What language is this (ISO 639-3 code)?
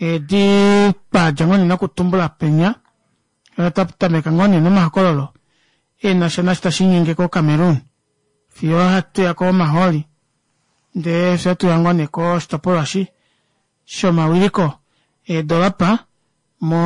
kua